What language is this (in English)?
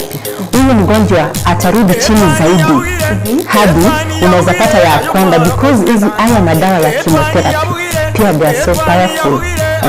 Gusii